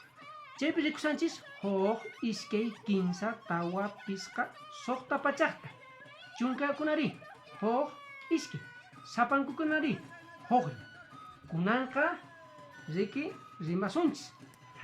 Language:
Quechua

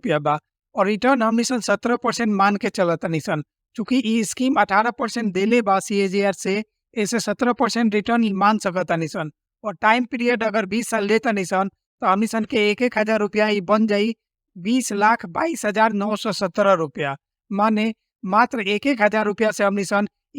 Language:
Bhojpuri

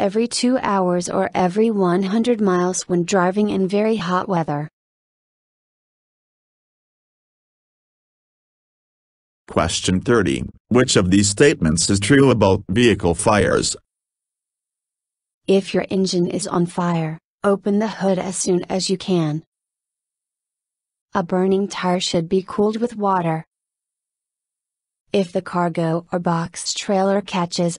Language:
English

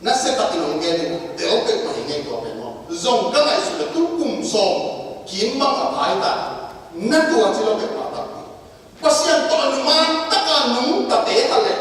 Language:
Tedim Chin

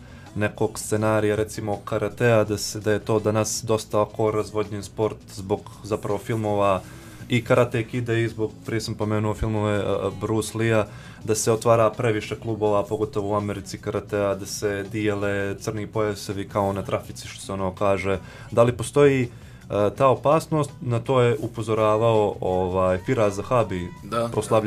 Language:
Bosnian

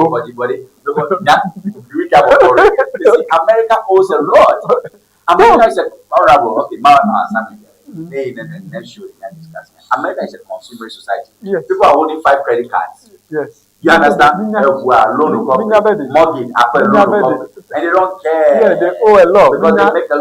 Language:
Ewe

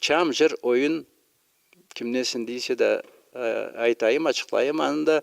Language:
Karachay-Balkar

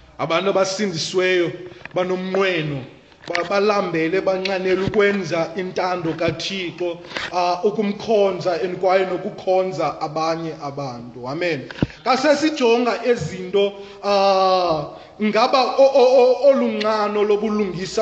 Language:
Xhosa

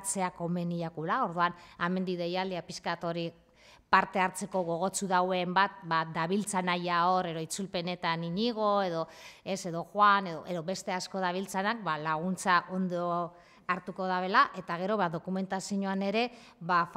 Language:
Basque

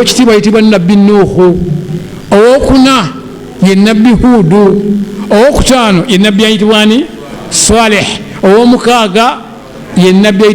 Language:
Ganda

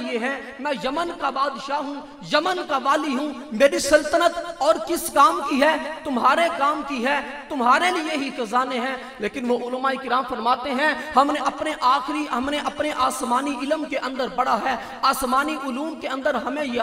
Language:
Urdu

